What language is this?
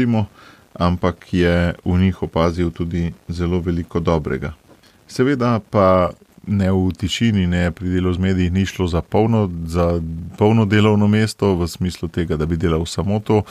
Slovenian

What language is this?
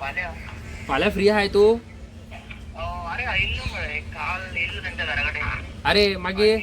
Konkani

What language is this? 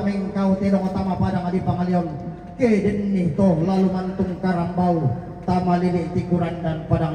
Toraja-Sa'dan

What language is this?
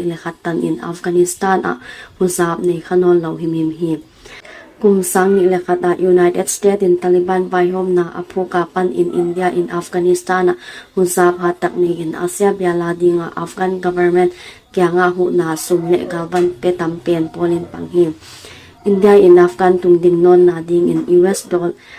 Paite Chin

